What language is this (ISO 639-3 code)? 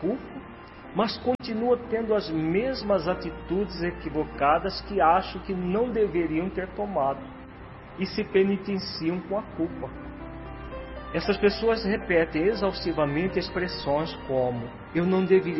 por